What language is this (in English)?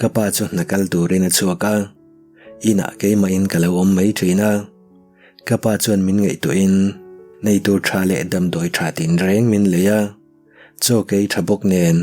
Mizo